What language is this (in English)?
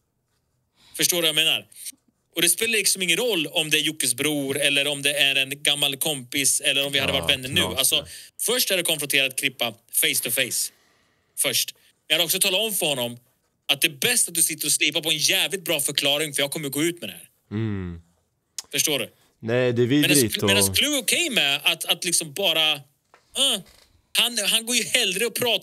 Swedish